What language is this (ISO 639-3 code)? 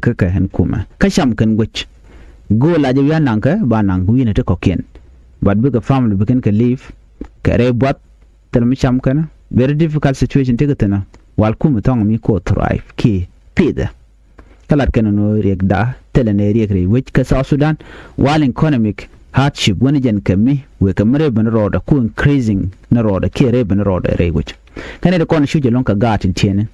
nus